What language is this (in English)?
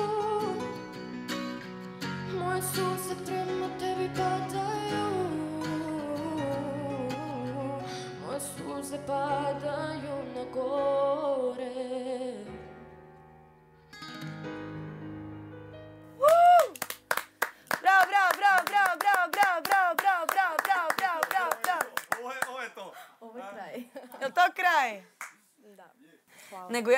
Serbian